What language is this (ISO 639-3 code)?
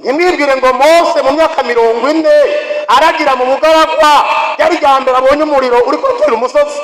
run